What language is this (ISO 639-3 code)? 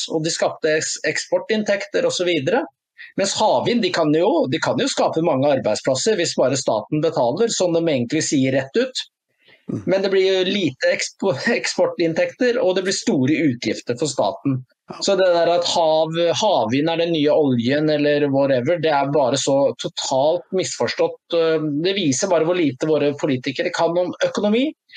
nor